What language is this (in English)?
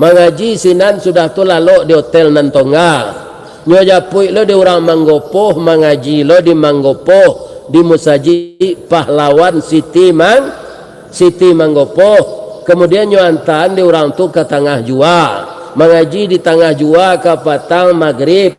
Minangkabau